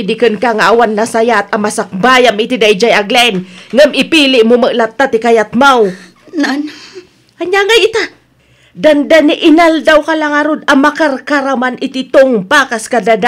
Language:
Iloko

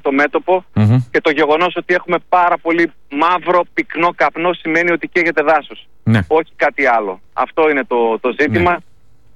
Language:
Greek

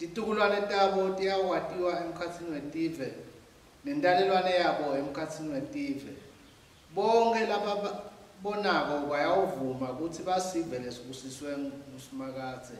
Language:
Swati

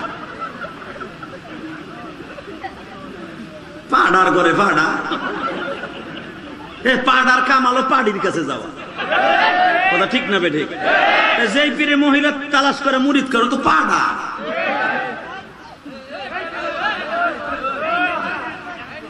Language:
Bangla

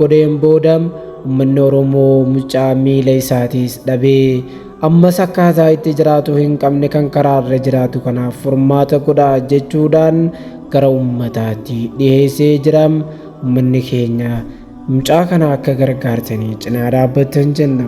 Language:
Oromo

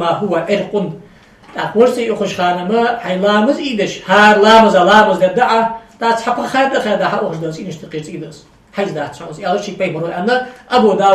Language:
Ingush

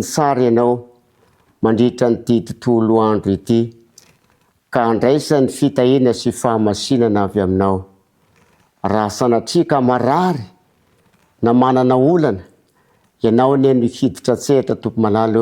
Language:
Malagasy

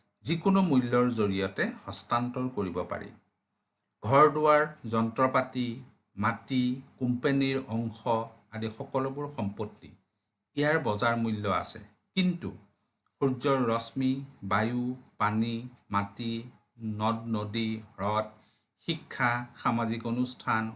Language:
Assamese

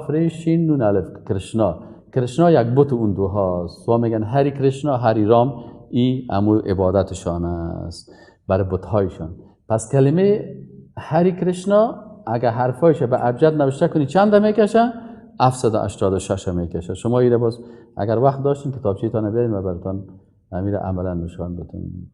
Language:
Persian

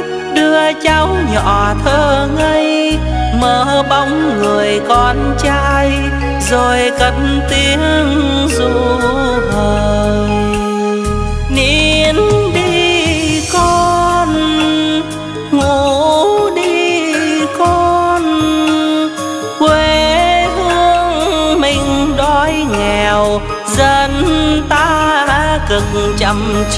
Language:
Vietnamese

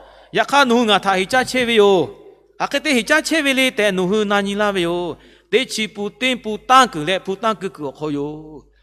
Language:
Lahu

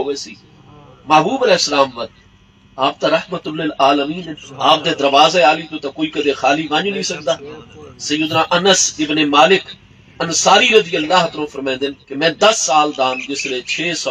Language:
Saraiki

